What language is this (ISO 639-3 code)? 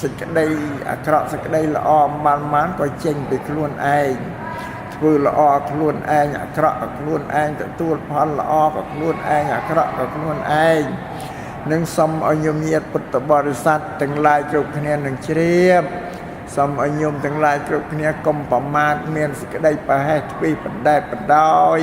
khm